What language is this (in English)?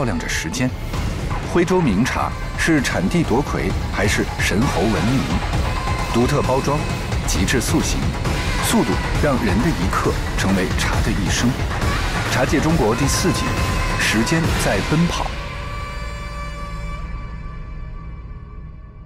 Chinese